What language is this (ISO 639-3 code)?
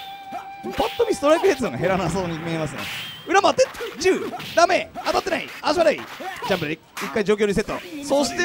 jpn